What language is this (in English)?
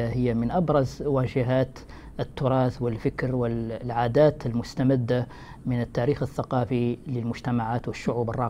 Arabic